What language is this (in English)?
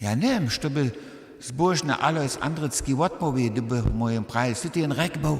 Upper Sorbian